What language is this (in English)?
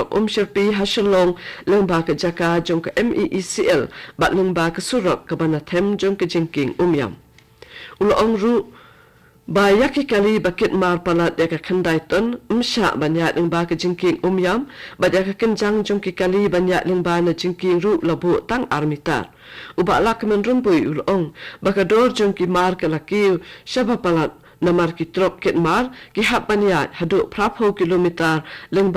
Khasi